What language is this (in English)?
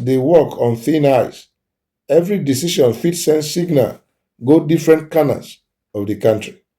Nigerian Pidgin